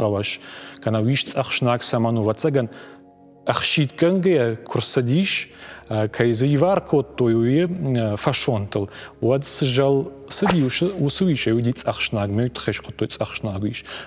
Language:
Ossetic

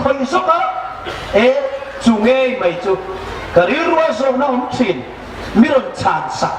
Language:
Hmar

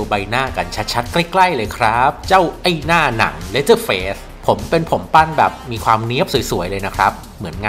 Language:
Thai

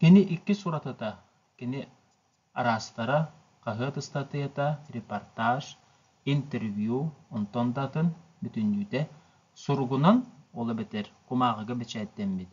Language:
Yakut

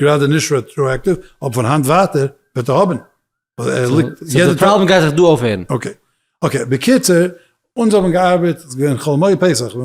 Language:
Yiddish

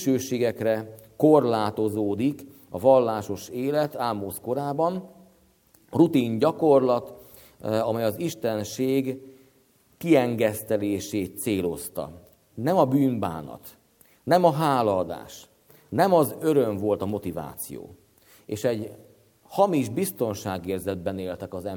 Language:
Hungarian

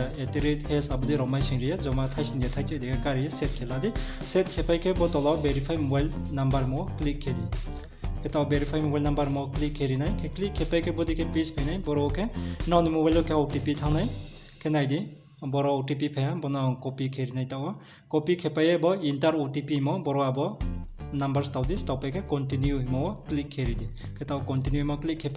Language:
Riang (India)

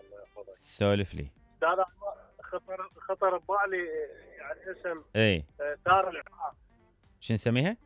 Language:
Mesopotamian Arabic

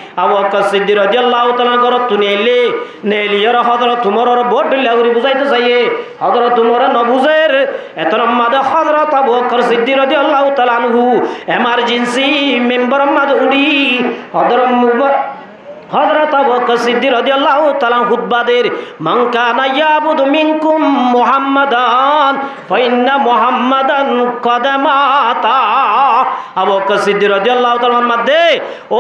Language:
Rohingya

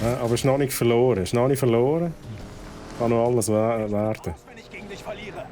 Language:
Swiss German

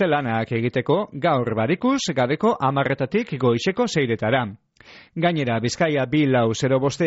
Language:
Basque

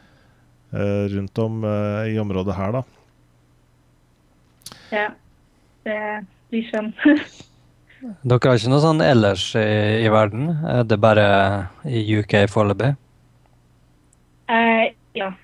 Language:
Norwegian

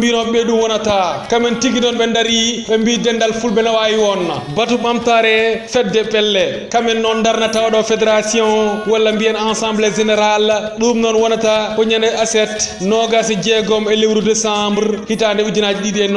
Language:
Fula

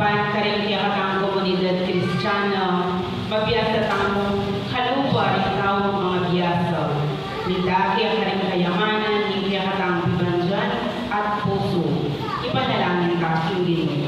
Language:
Pampanga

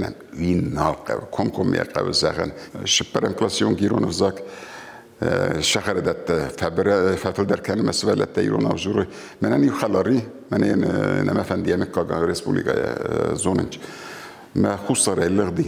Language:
Ossetic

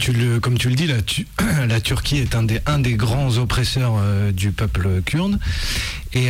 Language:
French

